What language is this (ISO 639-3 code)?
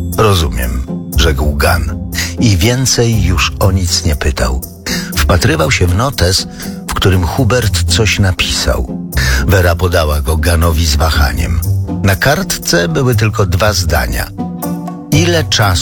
pol